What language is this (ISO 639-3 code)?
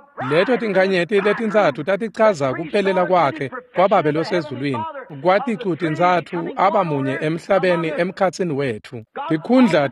ssw